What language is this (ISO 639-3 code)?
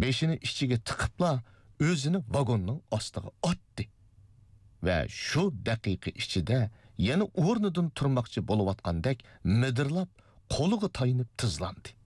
uig